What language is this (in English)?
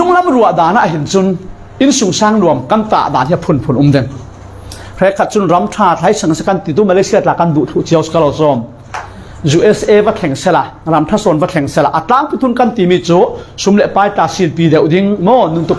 Falam Chin